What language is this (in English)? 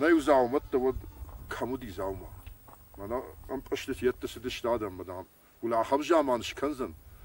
Ossetic